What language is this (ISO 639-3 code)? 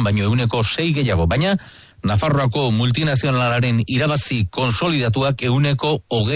eus